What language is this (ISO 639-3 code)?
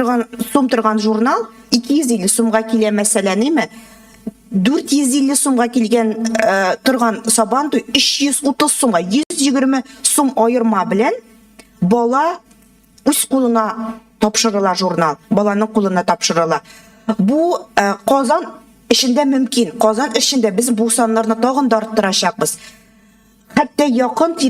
tat